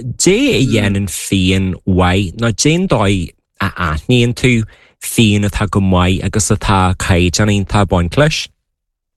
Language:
Irish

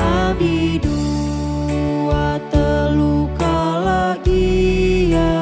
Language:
Batak Karo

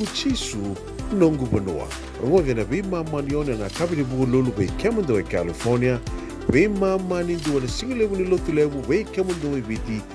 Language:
Fijian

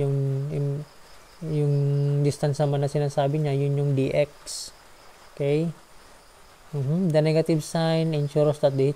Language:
Filipino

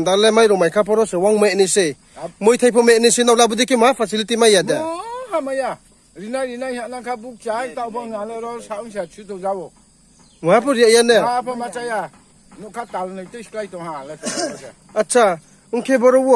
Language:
Riang (India)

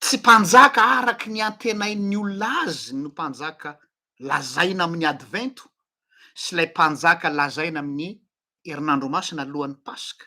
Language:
Malagasy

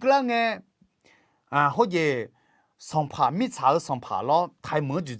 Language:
Akha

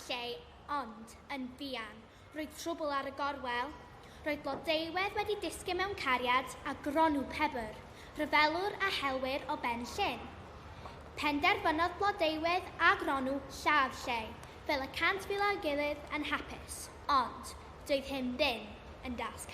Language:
Welsh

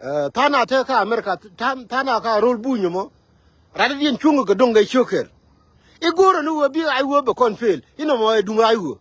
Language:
Nuer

